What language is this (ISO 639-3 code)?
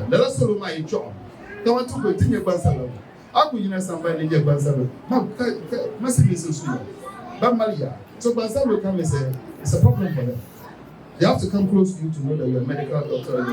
dag